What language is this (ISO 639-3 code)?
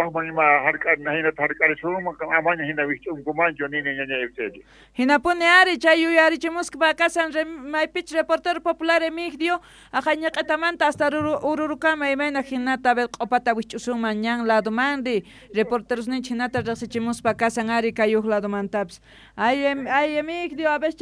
que